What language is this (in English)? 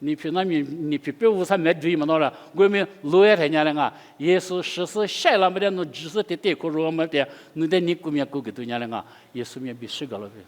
Lisu